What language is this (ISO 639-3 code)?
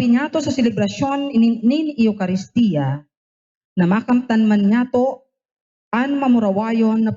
bik